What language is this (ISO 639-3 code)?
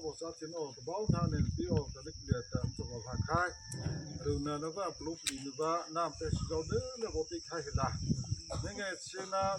mrh